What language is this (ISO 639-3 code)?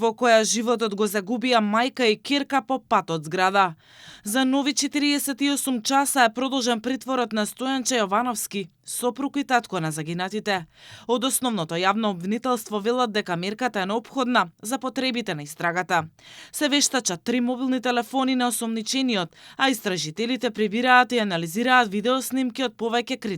mkd